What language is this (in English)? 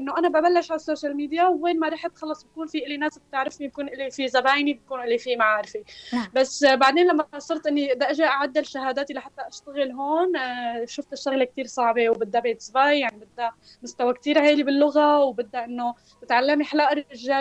North Levantine Arabic